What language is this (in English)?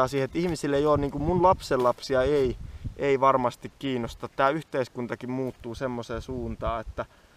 Finnish